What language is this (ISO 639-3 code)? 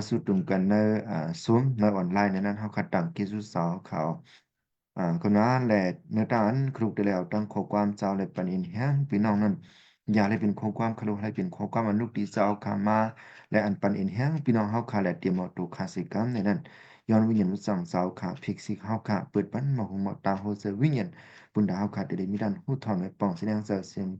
shn